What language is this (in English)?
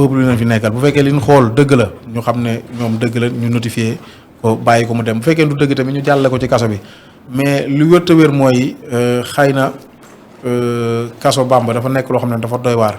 Wolof